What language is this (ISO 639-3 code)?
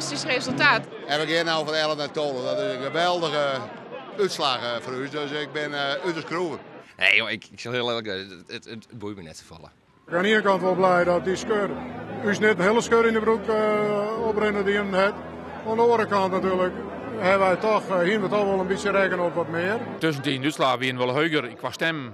fry